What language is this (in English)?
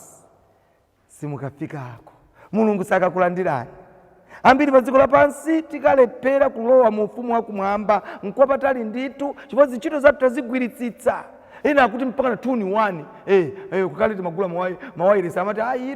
Nyanja